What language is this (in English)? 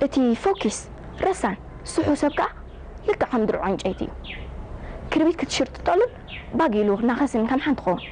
Tigrinya